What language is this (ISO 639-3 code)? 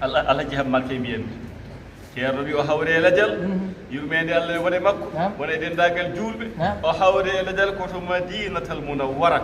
ful